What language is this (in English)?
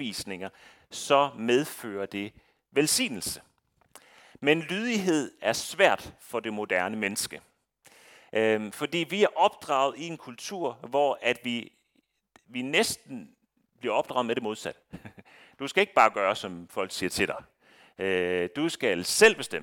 Danish